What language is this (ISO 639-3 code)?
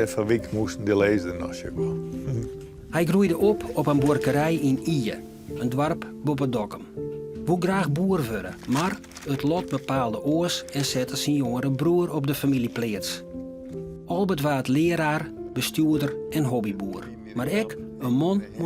fry